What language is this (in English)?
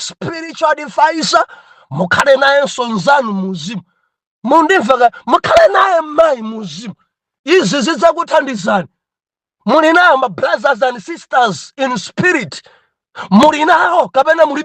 Nyanja